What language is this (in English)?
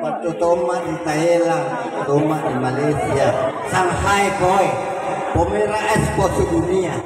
Makasar